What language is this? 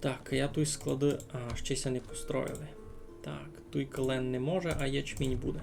Rusyn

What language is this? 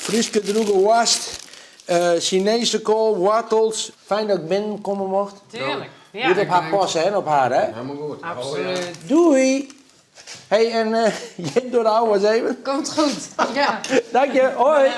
Western Frisian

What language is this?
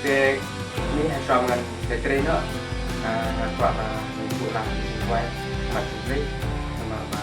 Khasi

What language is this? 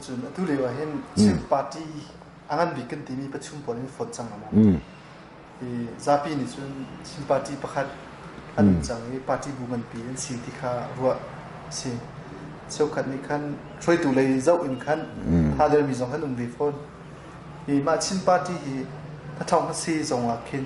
Hakha Chin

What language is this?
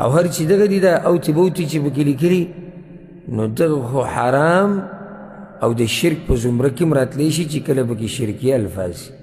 Pashto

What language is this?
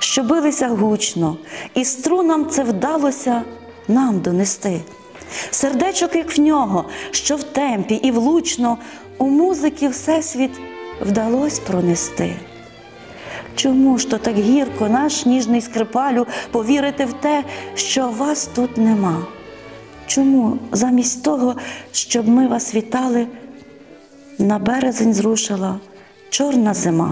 Ukrainian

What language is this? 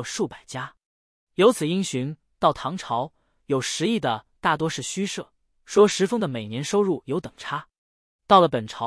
Chinese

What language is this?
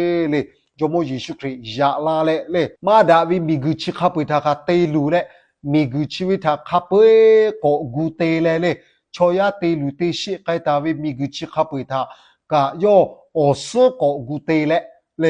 Lahu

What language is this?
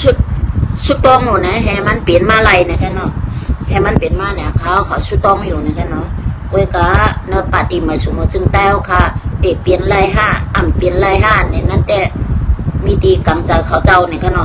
Shan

